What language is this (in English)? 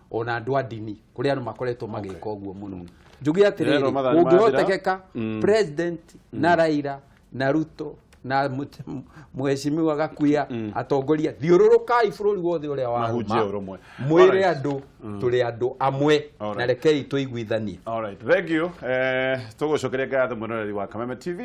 Kikuyu